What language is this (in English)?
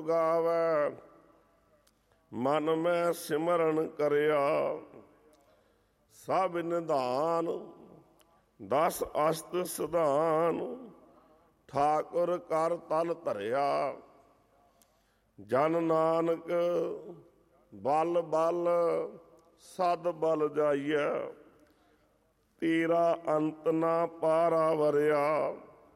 Punjabi